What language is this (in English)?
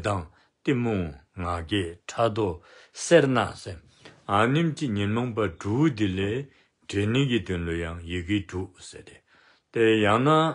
Dzongkha